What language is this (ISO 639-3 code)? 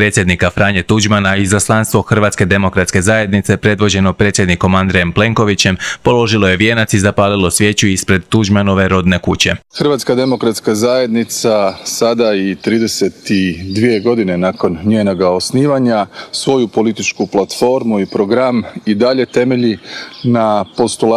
hrv